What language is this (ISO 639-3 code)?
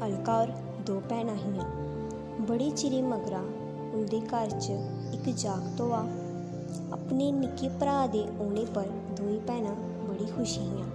doi